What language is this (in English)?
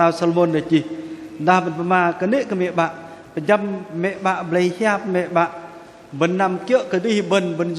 Bahnar